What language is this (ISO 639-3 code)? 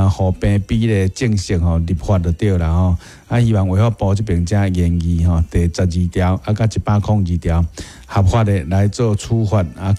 nan